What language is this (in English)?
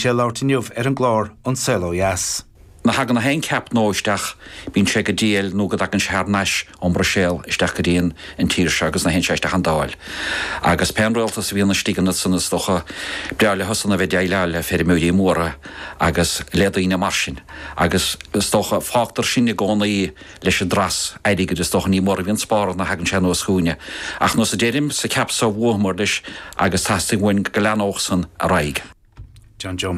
Irish